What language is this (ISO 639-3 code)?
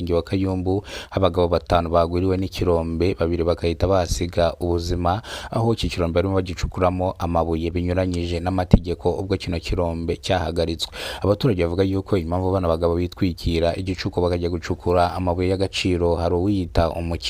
kin